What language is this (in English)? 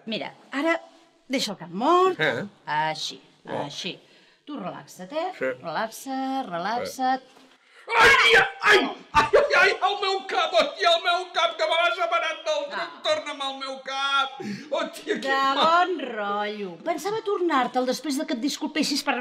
Catalan